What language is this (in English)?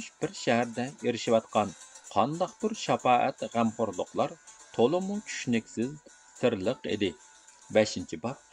Uyghur